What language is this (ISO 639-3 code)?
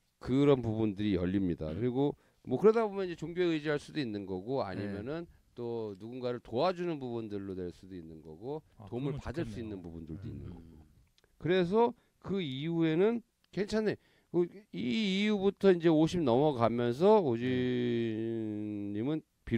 kor